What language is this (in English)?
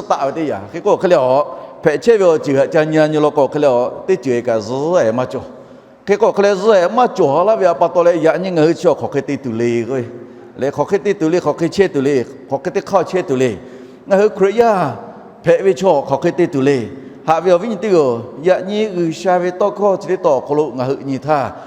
Lahu